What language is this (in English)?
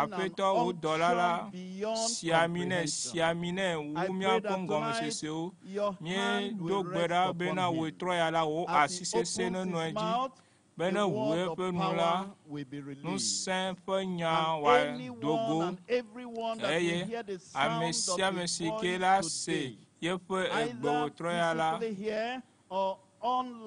Ewe